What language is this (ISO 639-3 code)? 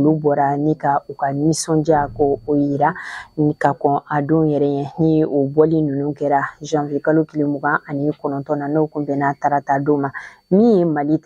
bam